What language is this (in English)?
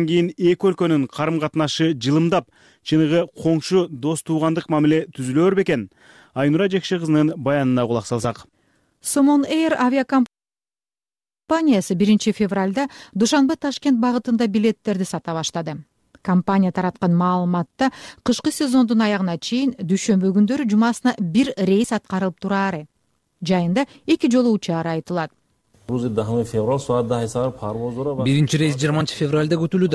Kyrgyz